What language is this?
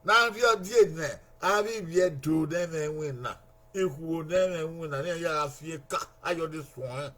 Bini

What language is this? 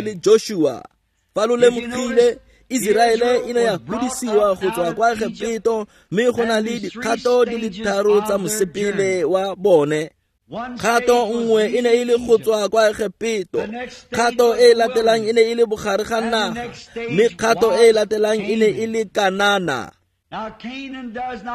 Tswana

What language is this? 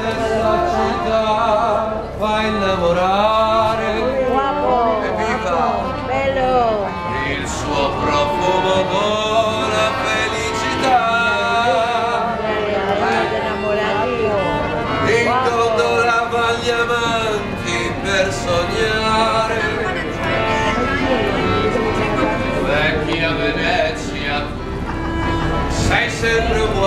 Italian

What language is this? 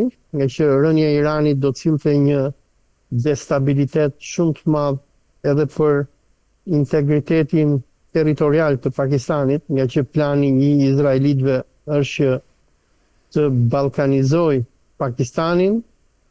Albanian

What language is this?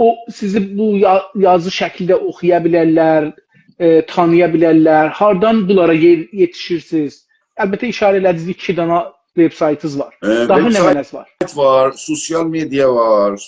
South Azerbaijani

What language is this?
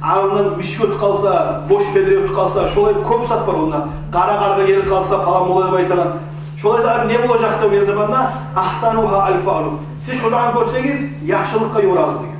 Kumyk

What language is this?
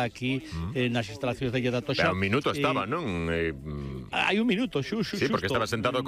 Galician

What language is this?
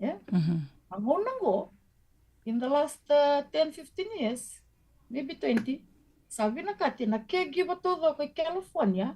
Fijian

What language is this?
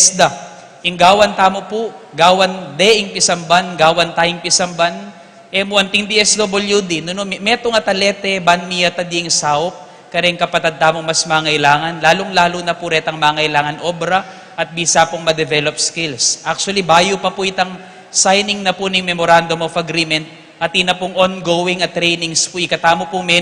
Pampanga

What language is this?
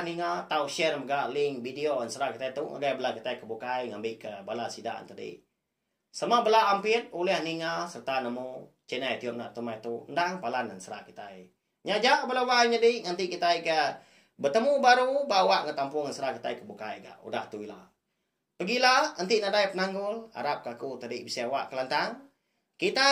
Iban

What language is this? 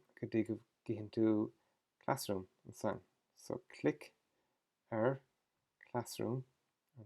Irish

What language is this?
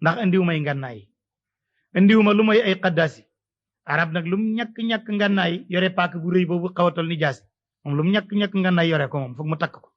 Wolof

